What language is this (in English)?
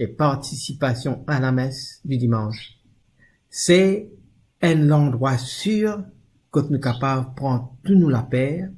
Morisyen